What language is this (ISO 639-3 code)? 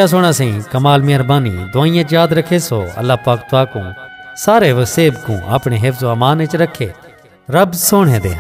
skr